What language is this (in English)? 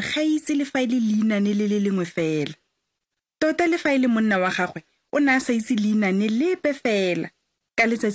Tswana